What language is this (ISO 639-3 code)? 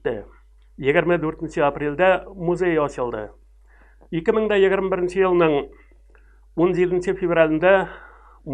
tat